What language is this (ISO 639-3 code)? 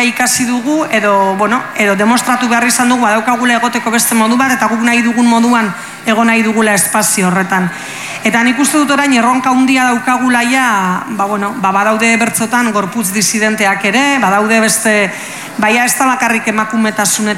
eus